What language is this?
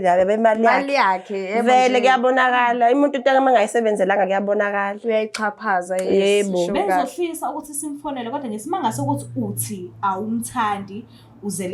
Zulu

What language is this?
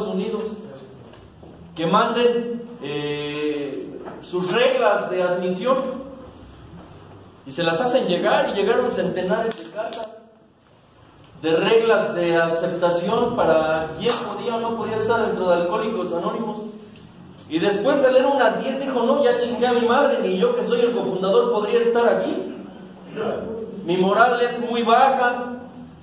Spanish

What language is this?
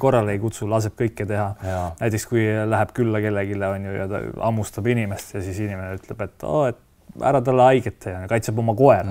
Estonian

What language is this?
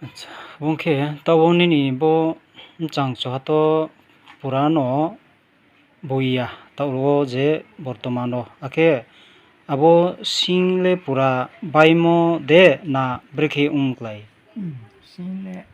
Riang (India)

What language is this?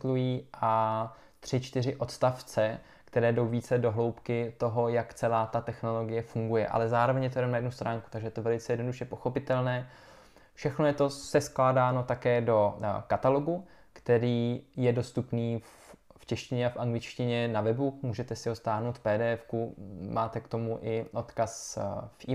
Czech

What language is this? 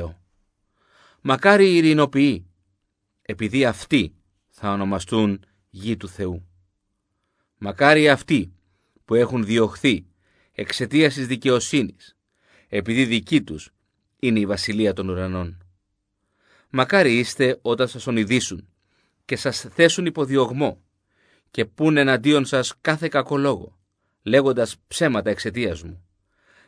Greek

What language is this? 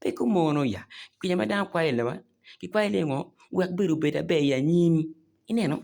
Acoli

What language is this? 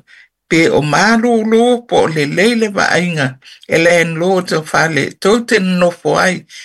Samoan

